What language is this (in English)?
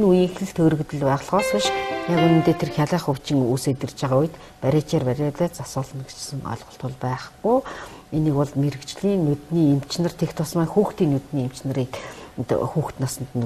Mongolian